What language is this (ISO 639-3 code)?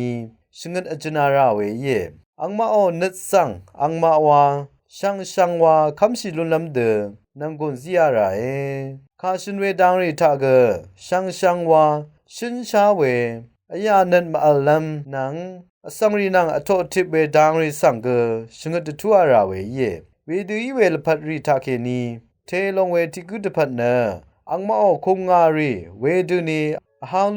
raw